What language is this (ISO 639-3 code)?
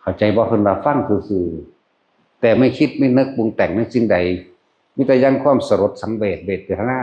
tts